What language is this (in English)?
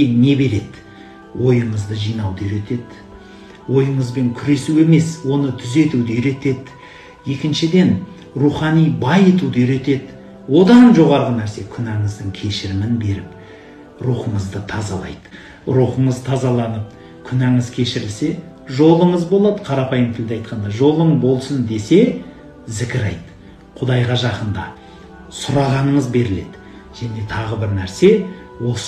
Kazakh